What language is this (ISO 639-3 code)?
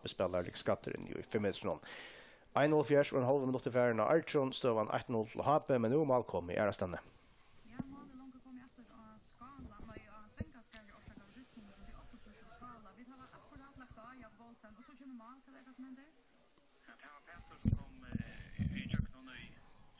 fao